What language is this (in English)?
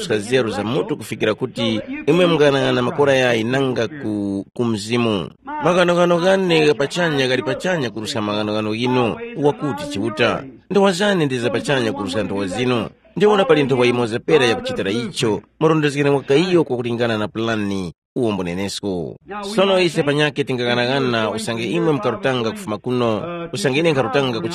Tumbuka